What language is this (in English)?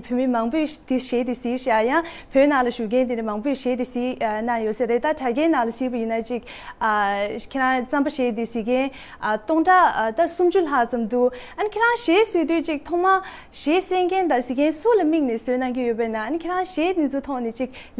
Tibetan